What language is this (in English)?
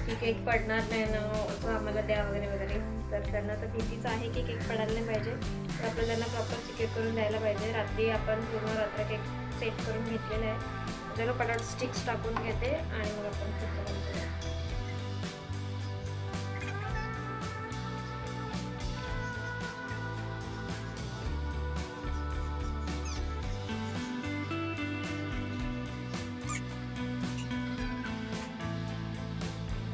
Marathi